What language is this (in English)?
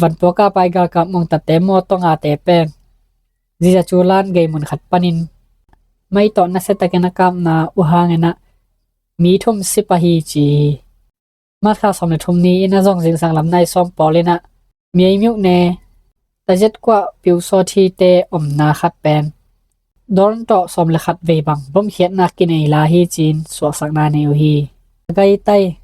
Tedim Chin